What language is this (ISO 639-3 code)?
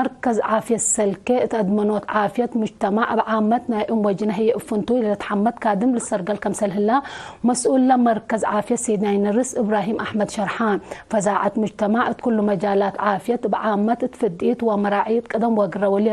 tig